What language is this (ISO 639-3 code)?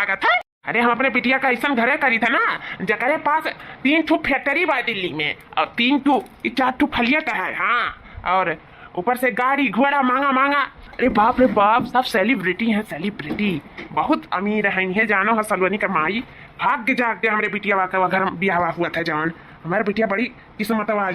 awa